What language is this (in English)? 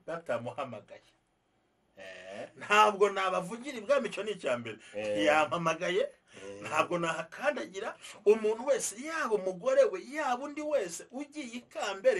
Kinyarwanda